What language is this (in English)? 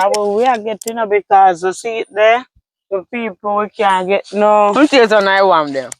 Jamaican Creole English